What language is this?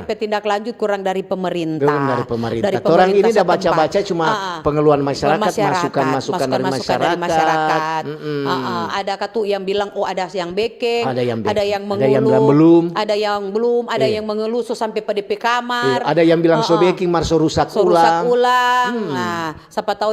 Manado Malay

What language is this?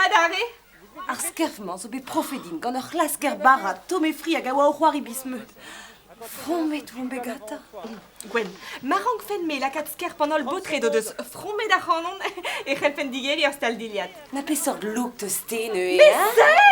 Breton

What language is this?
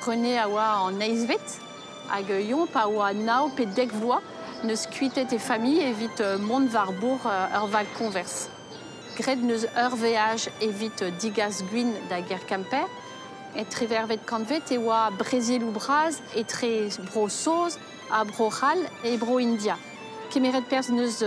Breton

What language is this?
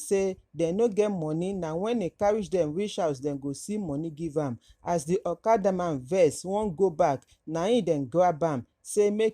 Nigerian Pidgin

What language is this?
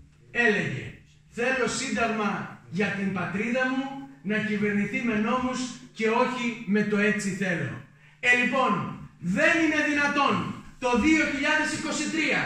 Greek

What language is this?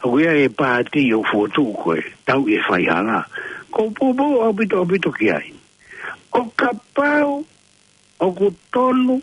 Tongan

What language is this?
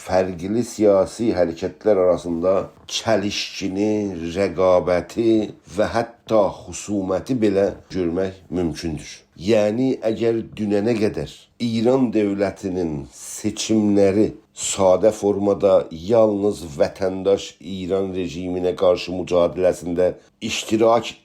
South Azerbaijani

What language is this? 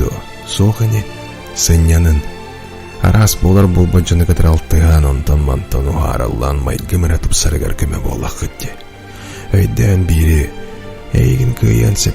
Yakut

